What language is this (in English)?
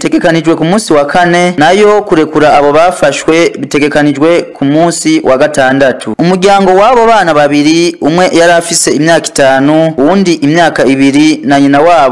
Rundi